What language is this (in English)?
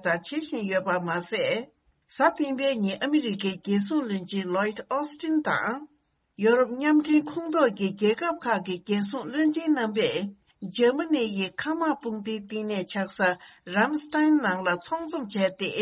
Tibetan